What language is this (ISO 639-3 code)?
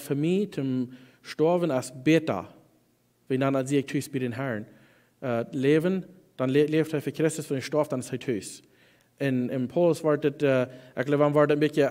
pdt